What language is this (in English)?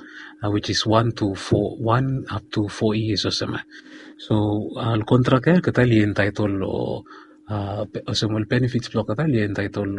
Bislama